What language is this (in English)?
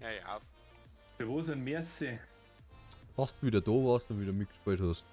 Bavarian